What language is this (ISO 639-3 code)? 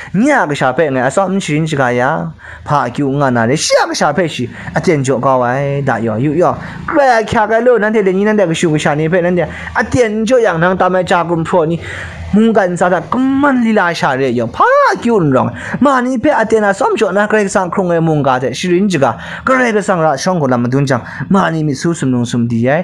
kac